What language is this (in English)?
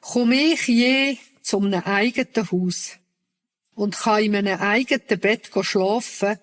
Swiss German